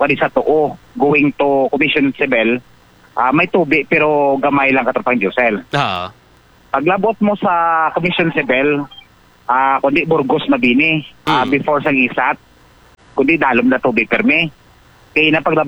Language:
Hiligaynon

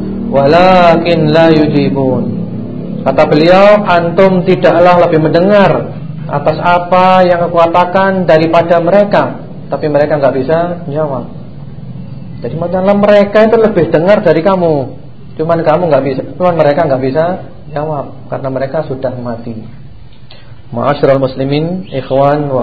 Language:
Indonesian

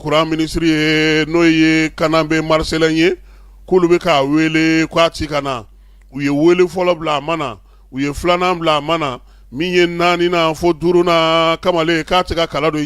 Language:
Bambara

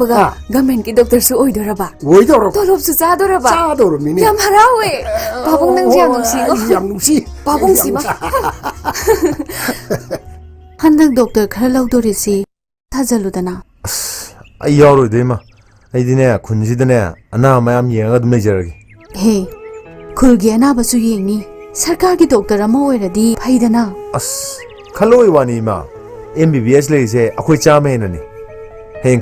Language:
Manipuri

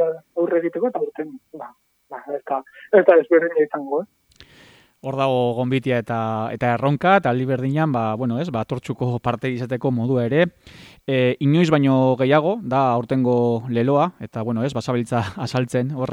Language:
Basque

